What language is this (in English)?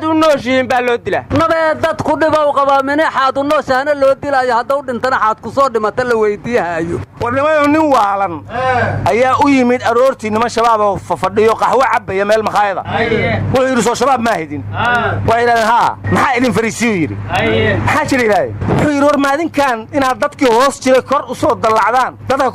Somali